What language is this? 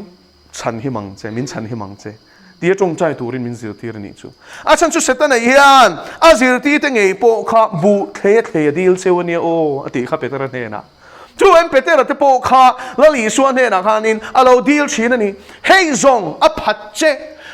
Mizo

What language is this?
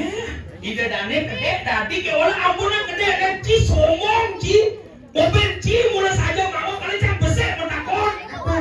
Balinese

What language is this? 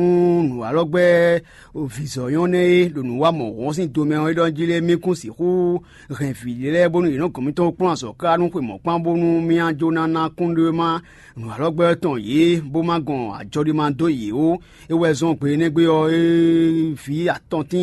Fon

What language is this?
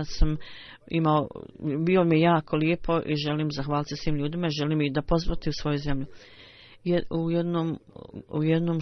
Bosnian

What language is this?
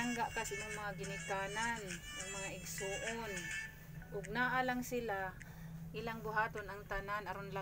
Cebuano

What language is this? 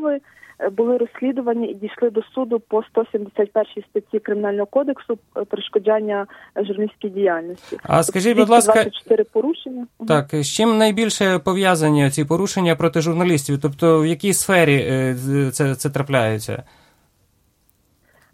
Ukrainian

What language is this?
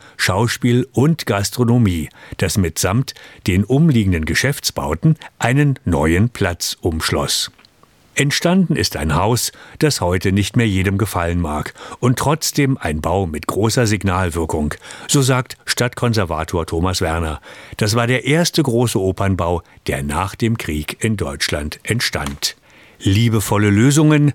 German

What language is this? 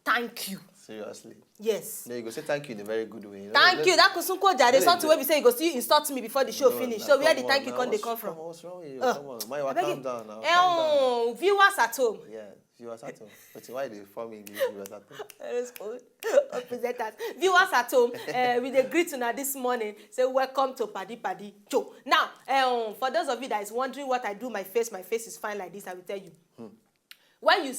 Nigerian Pidgin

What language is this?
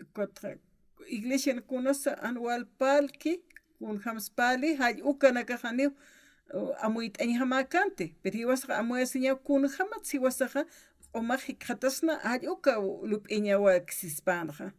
Aymara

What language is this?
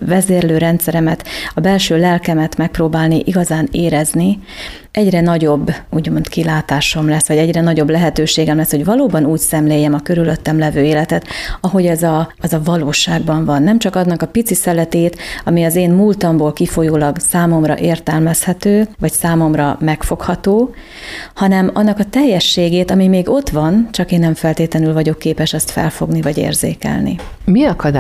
Hungarian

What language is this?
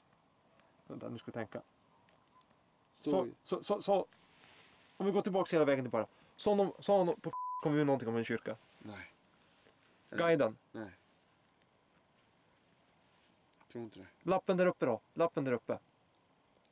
Swedish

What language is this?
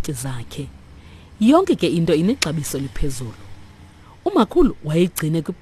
Xhosa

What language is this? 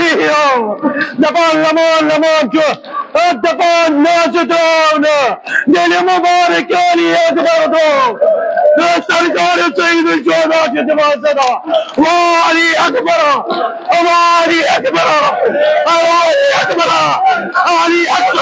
Kashmiri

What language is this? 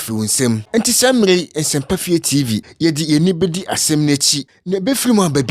Akan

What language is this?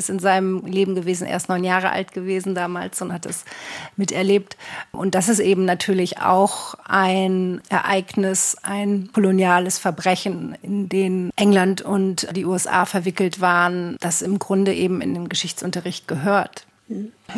German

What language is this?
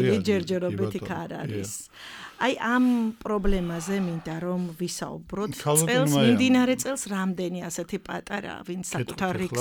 Georgian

